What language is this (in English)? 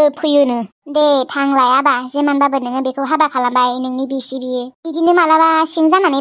Bodo